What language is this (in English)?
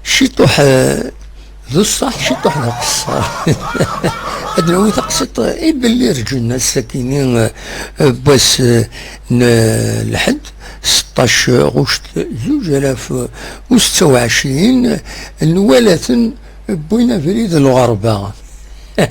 Kabyle